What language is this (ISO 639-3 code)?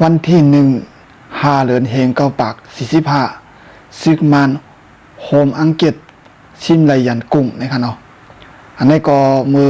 shn